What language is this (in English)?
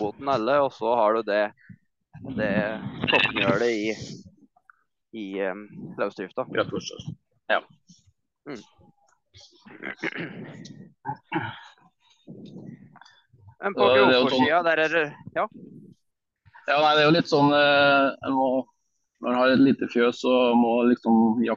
Norwegian